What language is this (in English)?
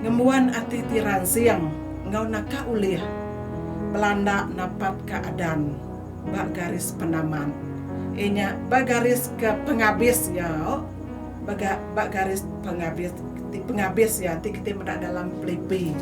Iban